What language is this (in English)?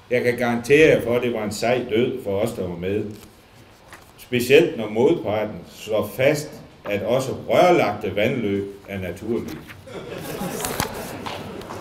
Danish